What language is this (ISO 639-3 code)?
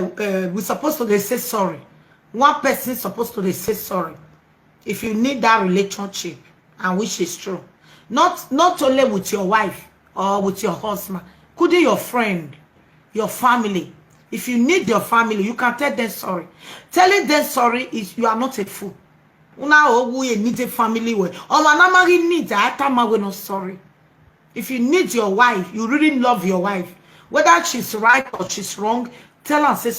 pcm